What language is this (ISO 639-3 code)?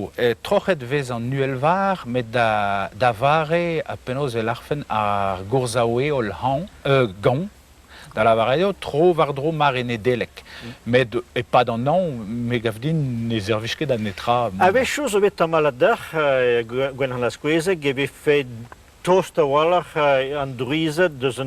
bre